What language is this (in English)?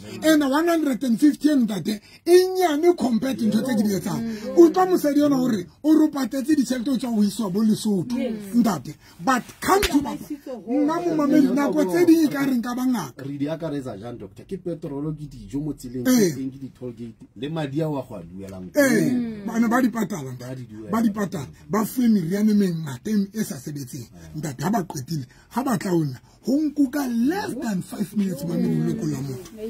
Southern Sotho